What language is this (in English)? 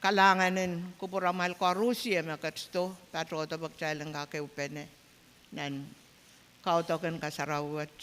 Pohnpeian